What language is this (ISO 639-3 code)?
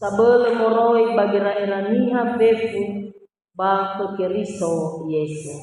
nia